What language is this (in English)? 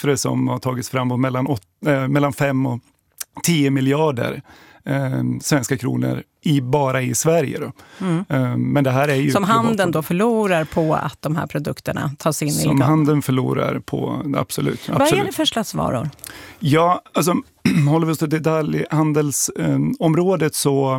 Swedish